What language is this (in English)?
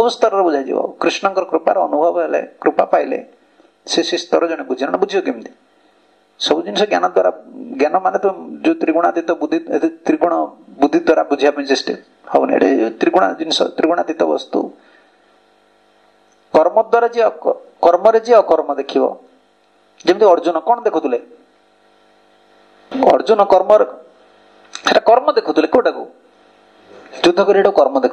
Odia